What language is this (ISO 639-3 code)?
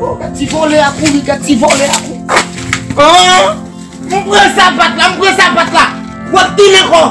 hat